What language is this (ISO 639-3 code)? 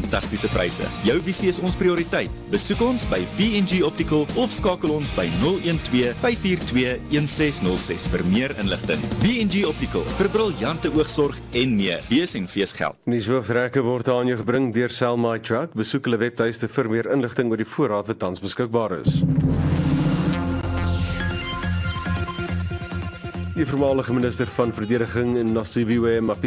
afr